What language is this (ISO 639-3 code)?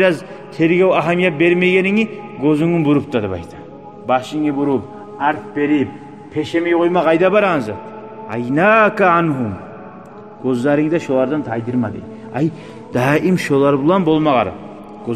kum